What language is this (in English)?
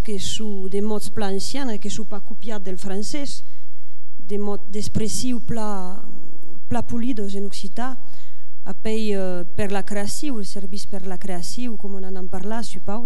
Occitan